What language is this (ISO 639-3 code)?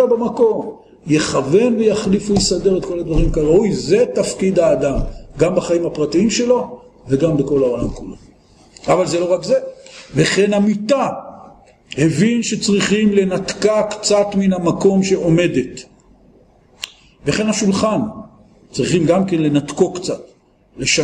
heb